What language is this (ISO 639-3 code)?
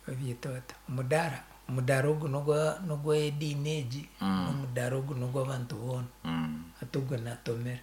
nyn